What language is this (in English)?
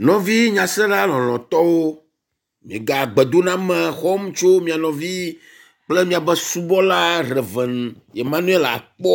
Ewe